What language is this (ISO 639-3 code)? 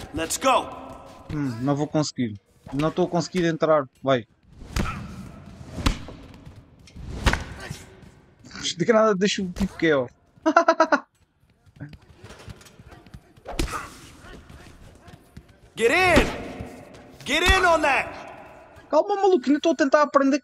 por